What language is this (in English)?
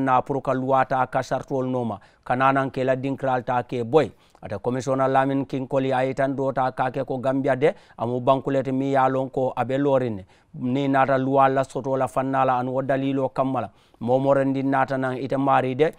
Mandingo